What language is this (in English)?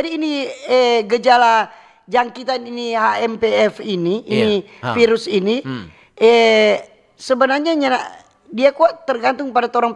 Manado Malay